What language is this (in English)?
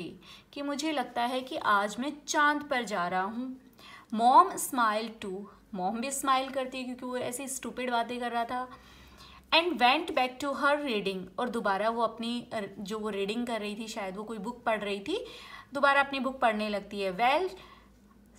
Hindi